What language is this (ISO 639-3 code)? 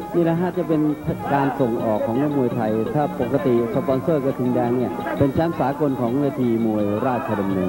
tha